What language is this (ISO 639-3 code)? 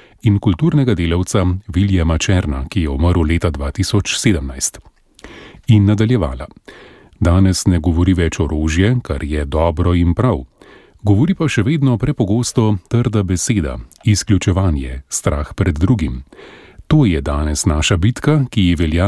slv